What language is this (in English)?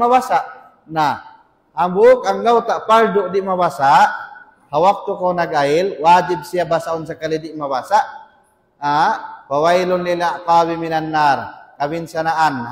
Tausug